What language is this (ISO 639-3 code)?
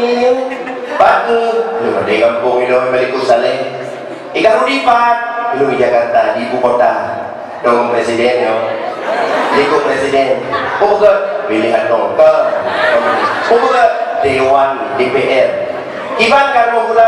ace